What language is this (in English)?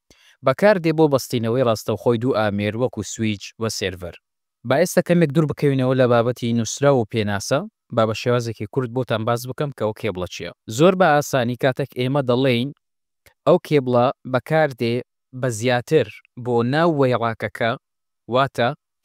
Central Kurdish